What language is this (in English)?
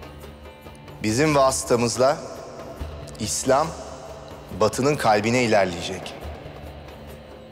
Turkish